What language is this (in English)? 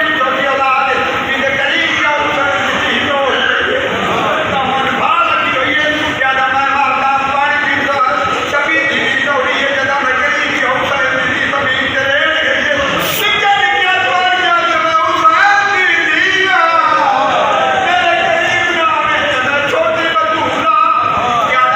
Saraiki